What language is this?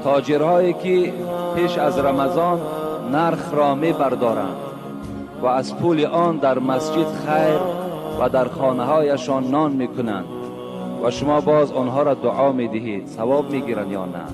Tajik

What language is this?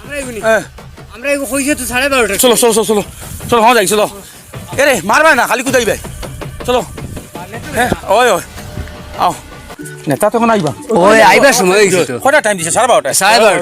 Sylheti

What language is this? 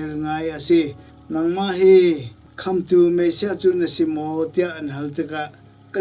Hakha Chin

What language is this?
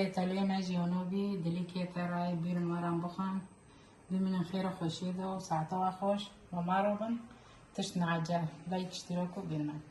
Kurdish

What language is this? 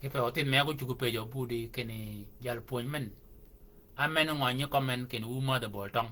Shilluk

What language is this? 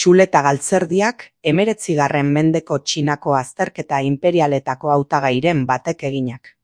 Basque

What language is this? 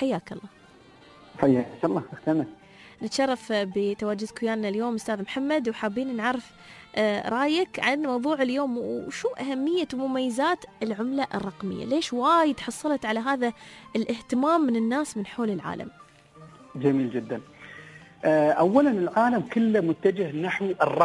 Gulf Arabic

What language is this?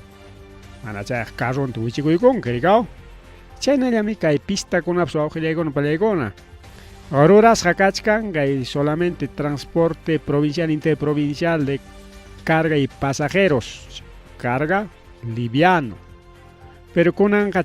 Ayacucho Quechua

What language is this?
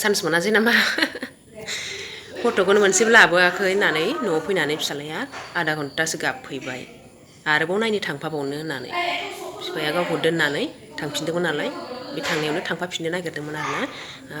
Bodo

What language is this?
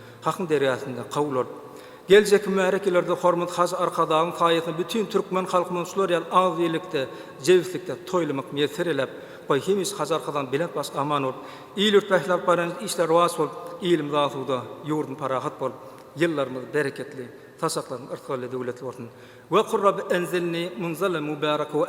Turkmen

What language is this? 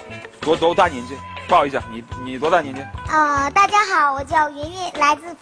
Chinese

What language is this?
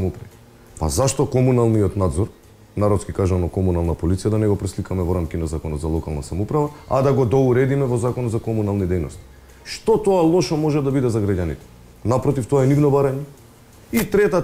Macedonian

